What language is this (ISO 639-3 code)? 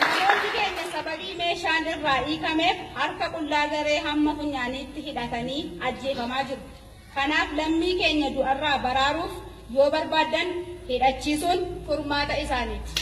orm